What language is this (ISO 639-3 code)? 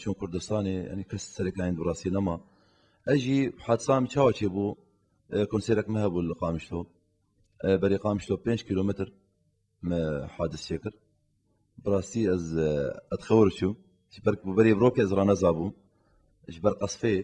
kur